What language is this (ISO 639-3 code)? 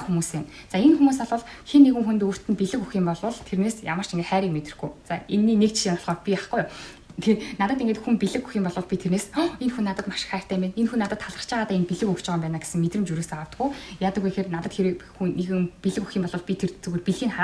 mon